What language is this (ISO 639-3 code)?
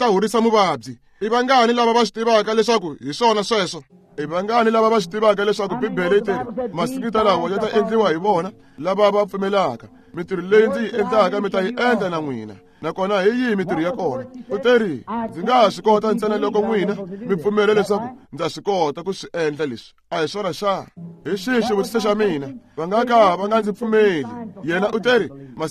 tso